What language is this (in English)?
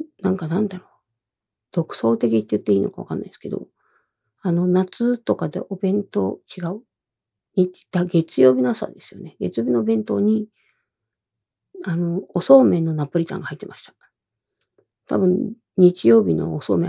Japanese